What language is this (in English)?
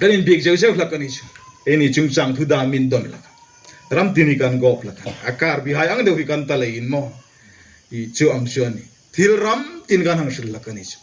Hmar